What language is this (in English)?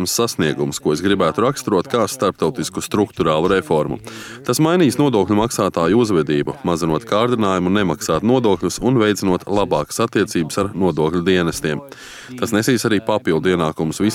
Latvian